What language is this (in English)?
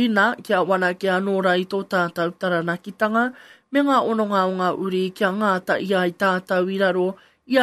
Māori